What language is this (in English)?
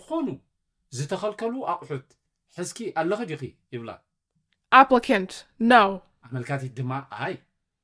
Tigrinya